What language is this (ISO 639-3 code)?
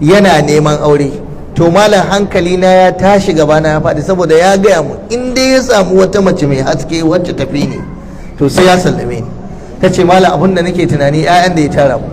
hau